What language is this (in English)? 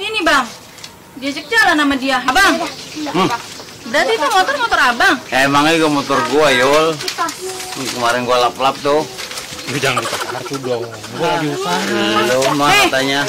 Betawi